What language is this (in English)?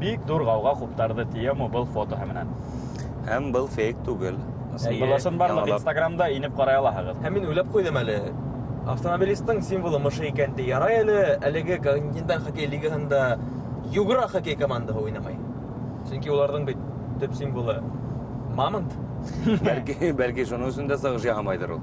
Bashkir